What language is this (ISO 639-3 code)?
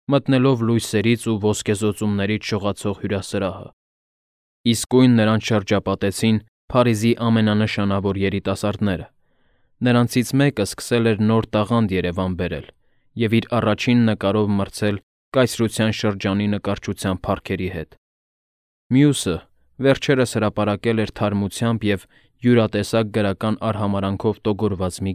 hye